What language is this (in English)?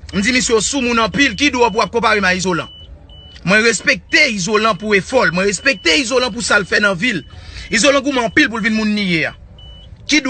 Haitian Creole